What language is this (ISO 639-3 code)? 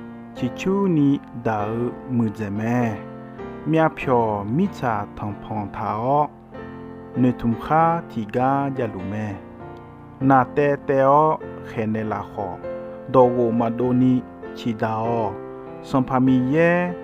ahk